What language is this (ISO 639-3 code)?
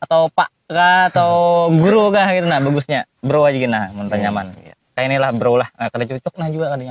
bjn